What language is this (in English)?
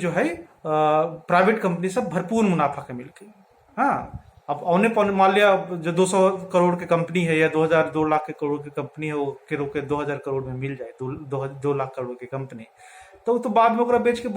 Magahi